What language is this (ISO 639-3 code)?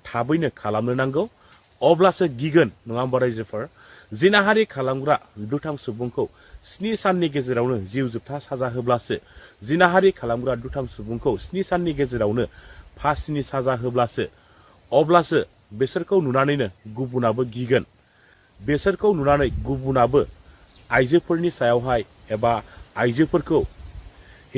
brx